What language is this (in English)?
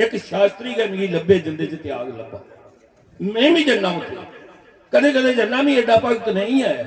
Dogri